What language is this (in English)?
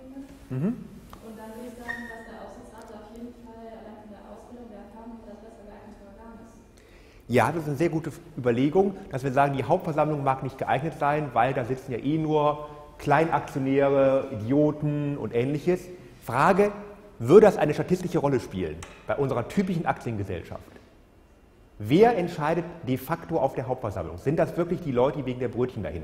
German